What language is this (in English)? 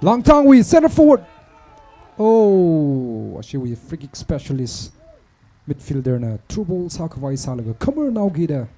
Tangkhul Naga (India)